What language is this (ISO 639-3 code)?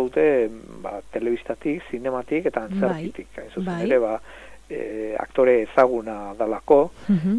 eus